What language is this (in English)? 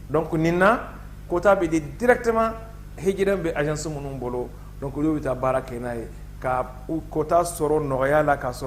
Bambara